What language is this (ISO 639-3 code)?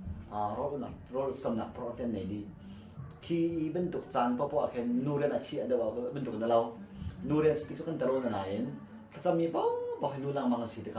cnh